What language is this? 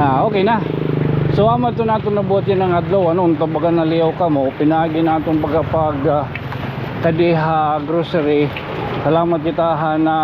Waray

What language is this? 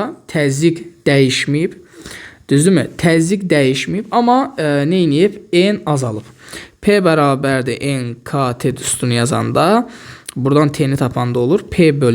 Azerbaijani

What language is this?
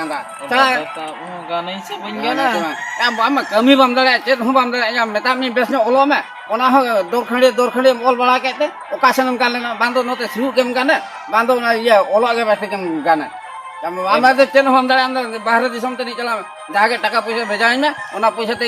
Santali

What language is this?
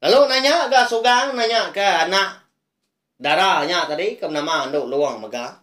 Iban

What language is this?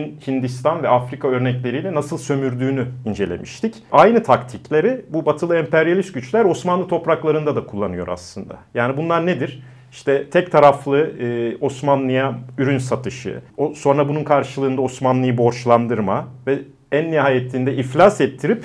Turkish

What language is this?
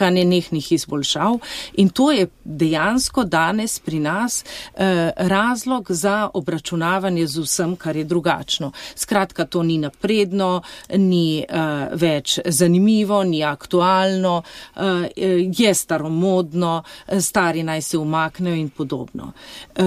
Slovenian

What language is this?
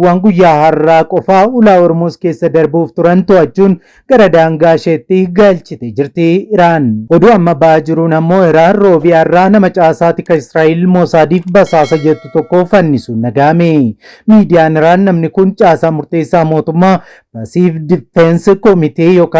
Oromo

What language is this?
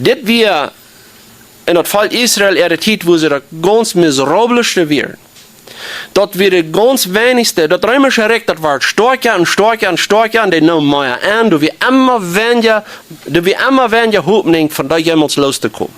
Plautdietsch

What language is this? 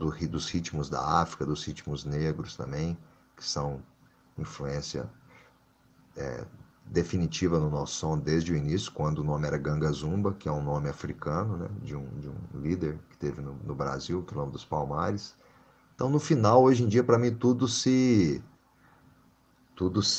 Portuguese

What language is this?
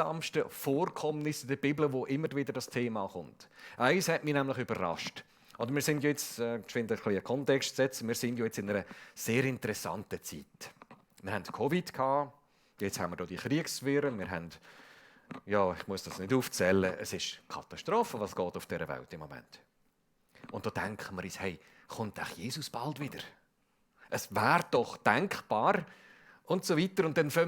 Swiss German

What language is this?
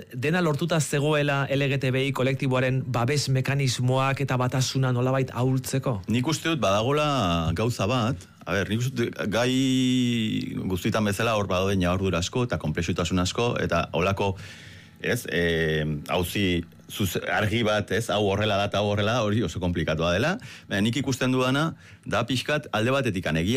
Basque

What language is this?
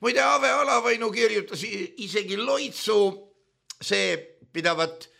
Estonian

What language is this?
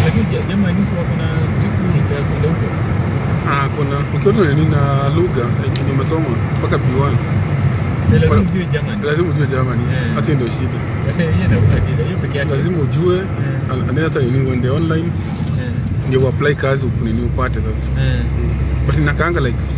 Swahili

